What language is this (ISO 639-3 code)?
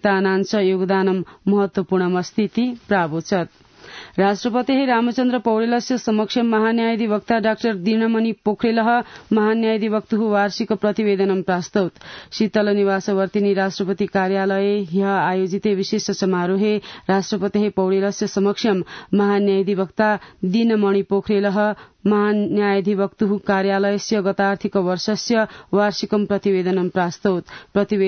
san